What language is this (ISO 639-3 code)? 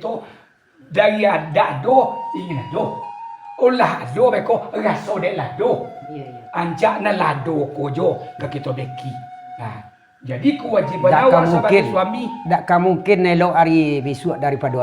min